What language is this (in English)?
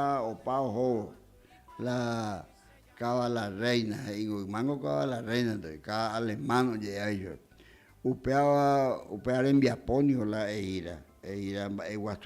Guarani